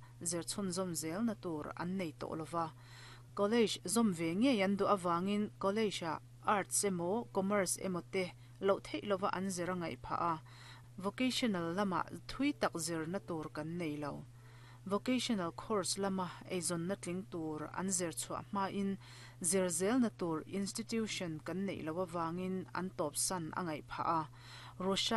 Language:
Mizo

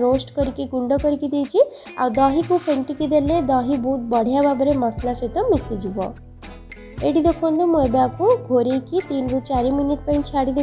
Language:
Odia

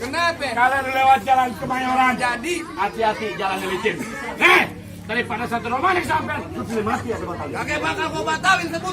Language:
Betawi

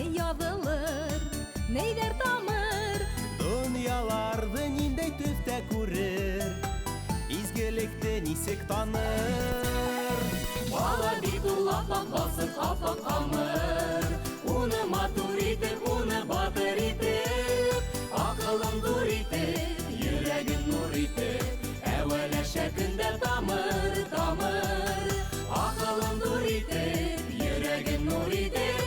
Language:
Bashkir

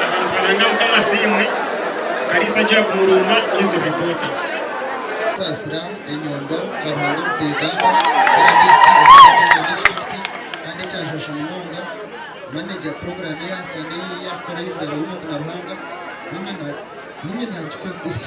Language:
Nyankole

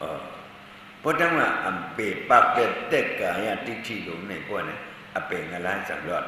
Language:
Shan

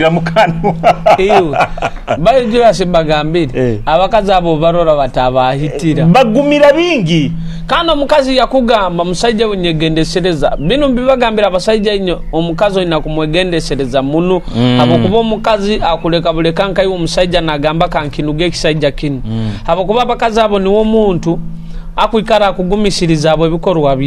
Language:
Nyoro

